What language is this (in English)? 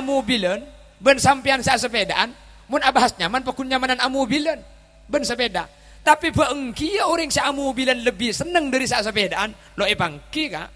Madurese